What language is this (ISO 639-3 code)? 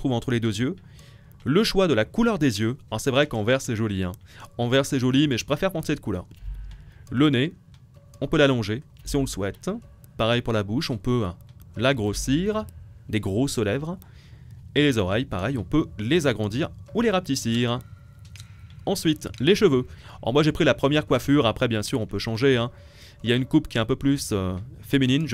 fra